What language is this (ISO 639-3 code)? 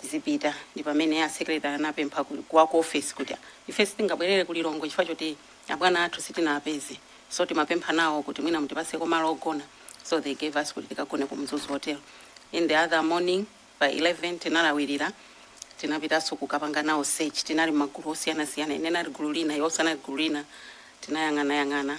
nya